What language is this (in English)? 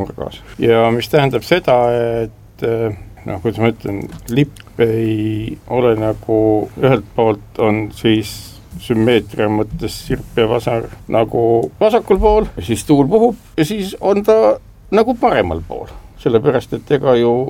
Estonian